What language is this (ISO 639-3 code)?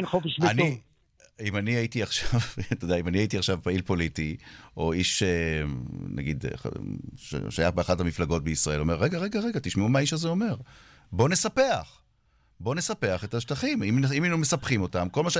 heb